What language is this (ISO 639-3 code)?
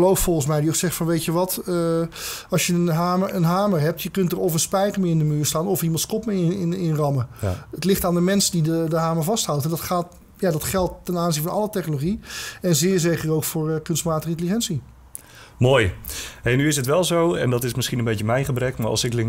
nld